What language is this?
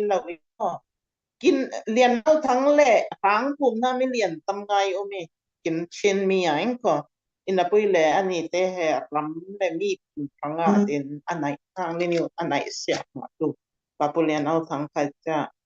Falam Chin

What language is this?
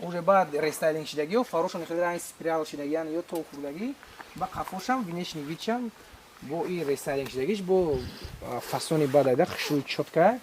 Tajik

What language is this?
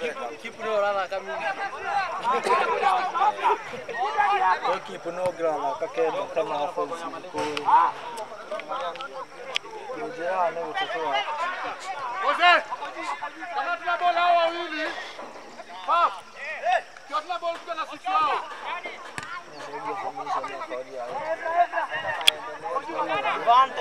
Swahili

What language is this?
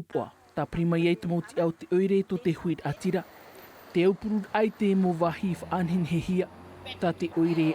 Tahitian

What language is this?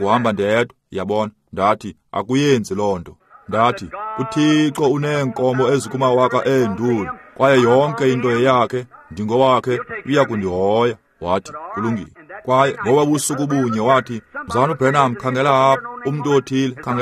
Xhosa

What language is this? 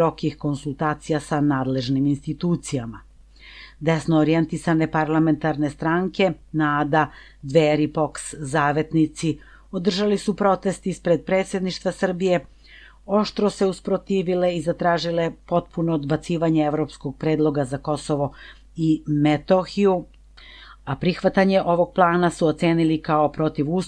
Serbian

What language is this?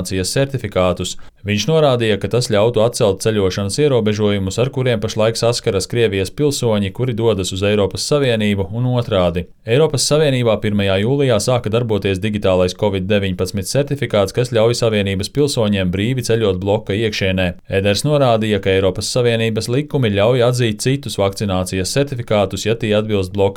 Latvian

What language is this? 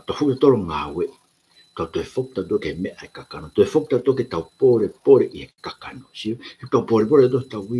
Tongan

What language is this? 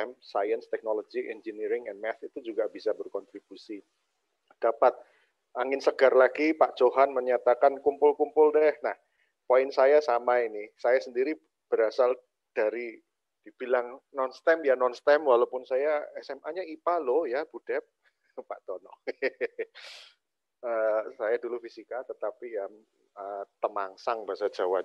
Indonesian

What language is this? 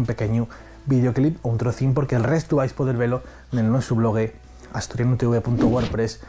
Asturian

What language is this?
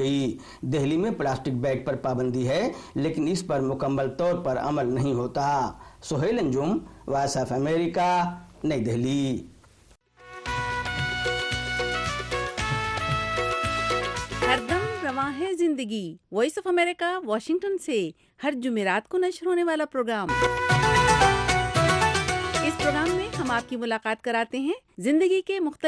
Urdu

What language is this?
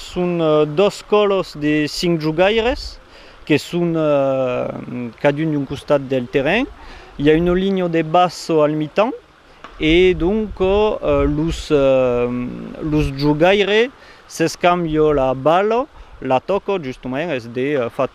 Occitan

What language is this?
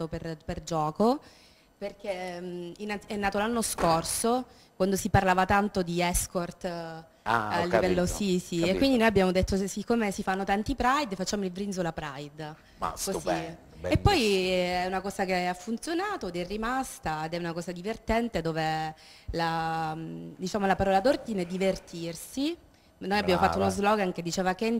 Italian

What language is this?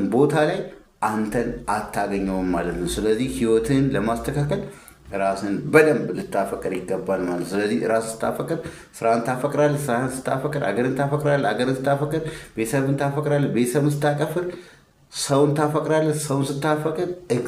Amharic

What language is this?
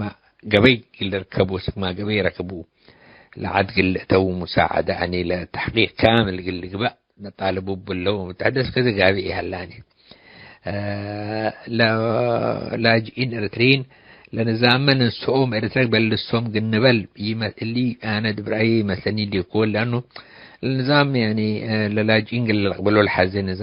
Tigre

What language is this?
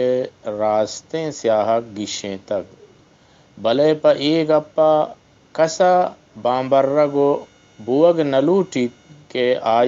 Eastern Balochi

